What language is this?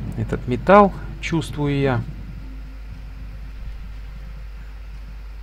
Russian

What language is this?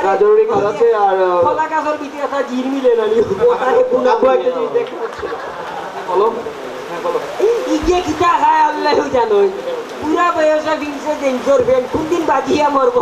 Sylheti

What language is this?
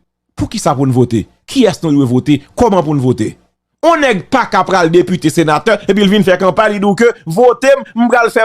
Haitian Creole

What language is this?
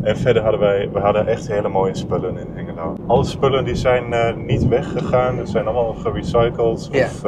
Dutch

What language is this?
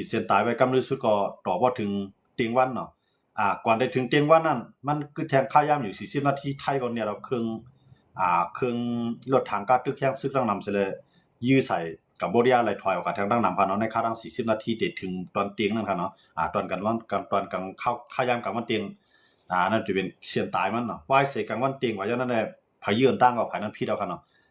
Shan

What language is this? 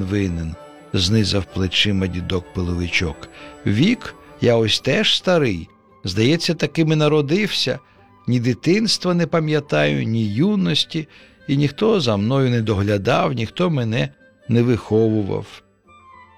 Ukrainian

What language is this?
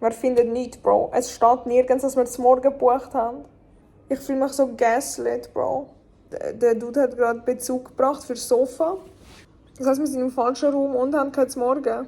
Swiss German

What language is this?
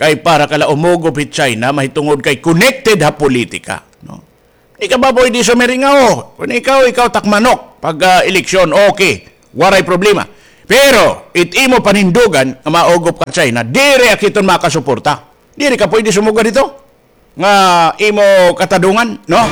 Waray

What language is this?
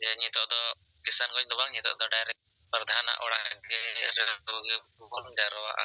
Santali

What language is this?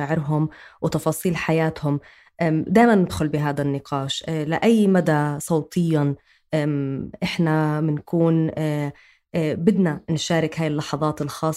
North Levantine Arabic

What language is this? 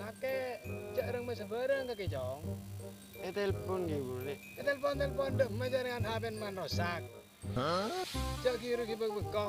Madurese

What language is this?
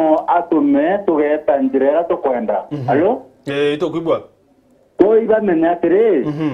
Meru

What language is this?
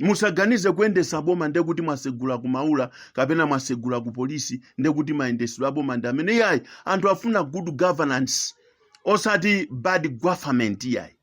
Nyanja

